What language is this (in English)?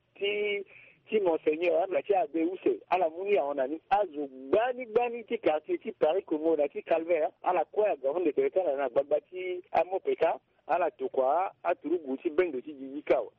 Sango